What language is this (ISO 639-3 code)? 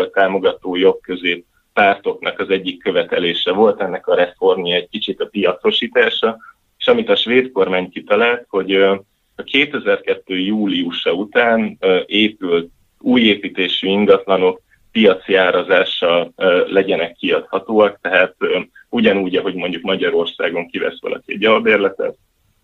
hun